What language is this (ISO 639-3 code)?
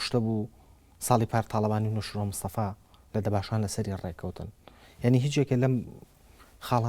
ckb